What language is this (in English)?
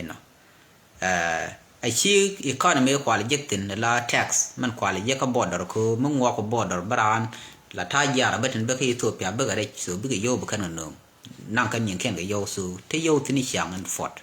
Nuer